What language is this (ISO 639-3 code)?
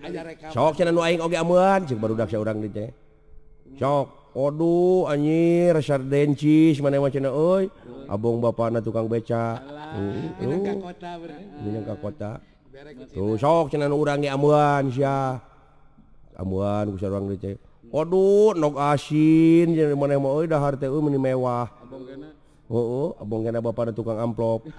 sun